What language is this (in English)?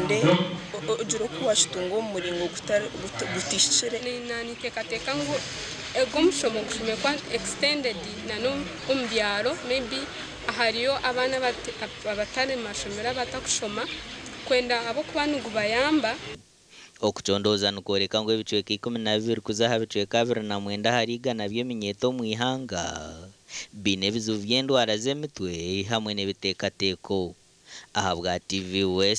Nyankole